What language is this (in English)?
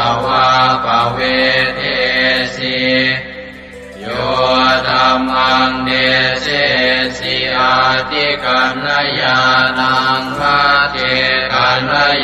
Pali